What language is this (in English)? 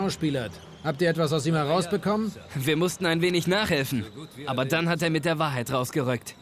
Bavarian